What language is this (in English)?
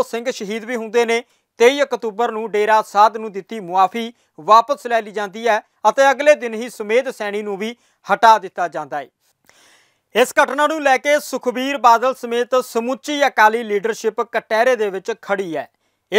Punjabi